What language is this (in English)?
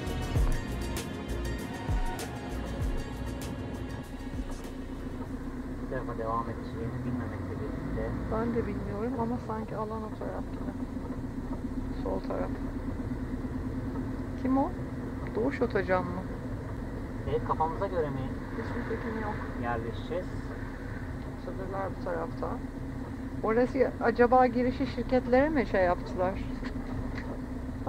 Turkish